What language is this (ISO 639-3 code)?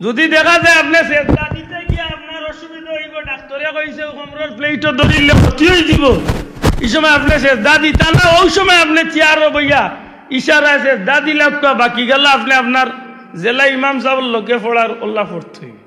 syl